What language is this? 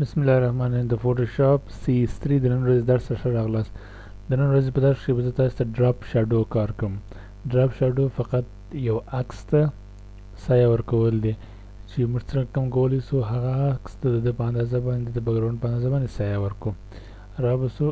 Pashto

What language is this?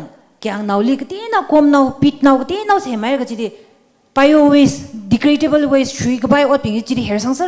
Tangkhul Naga (India)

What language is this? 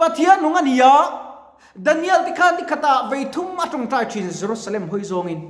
Mizo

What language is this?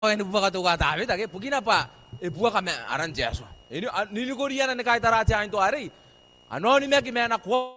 Gilbertese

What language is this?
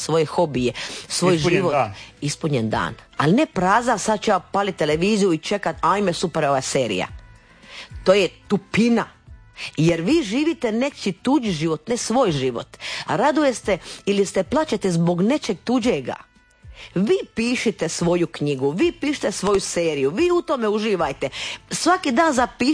Croatian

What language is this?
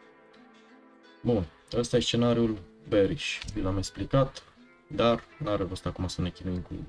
Romanian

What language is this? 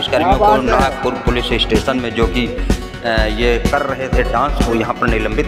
Hindi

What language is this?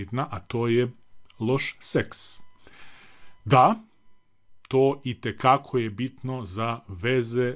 Croatian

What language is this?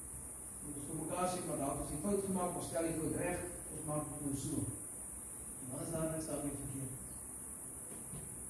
Afrikaans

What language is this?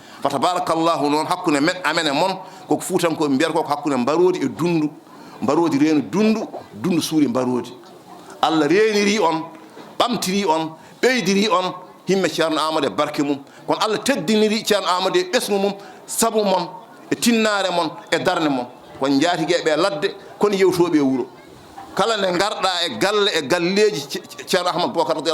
Fula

